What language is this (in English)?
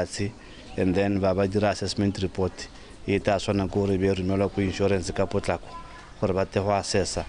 Tswana